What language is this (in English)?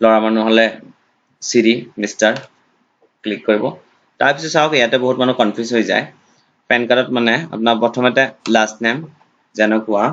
Assamese